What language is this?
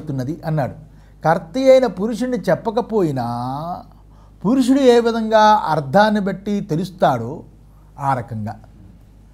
Telugu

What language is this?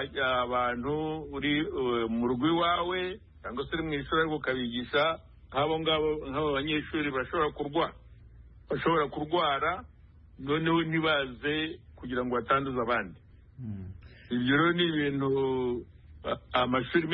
Kinyarwanda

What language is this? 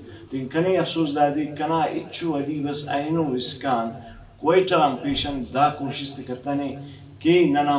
Brahui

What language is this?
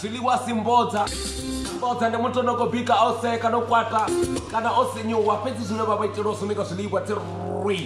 Venda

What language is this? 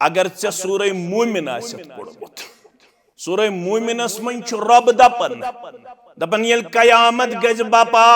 Kashmiri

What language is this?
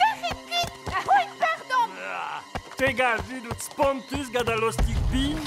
Breton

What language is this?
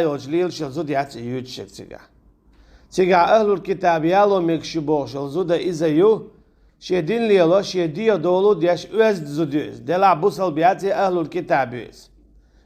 Chechen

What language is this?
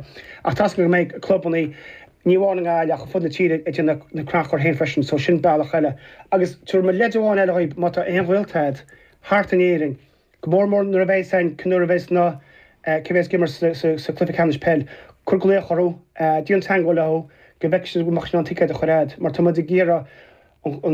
Irish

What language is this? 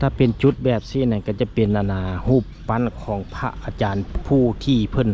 Lao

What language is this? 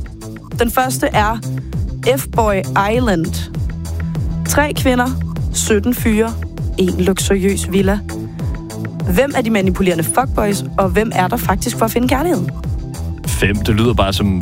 Danish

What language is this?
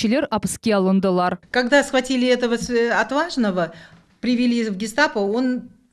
Crimean Tatar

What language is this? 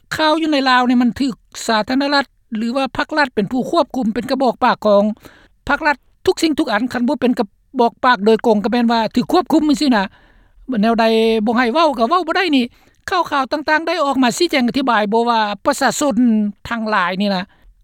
Lao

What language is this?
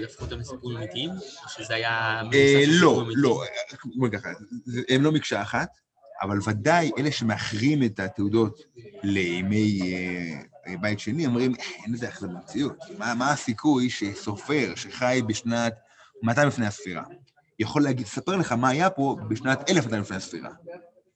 Hebrew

